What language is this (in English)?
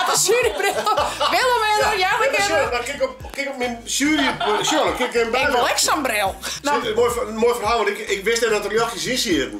Western Frisian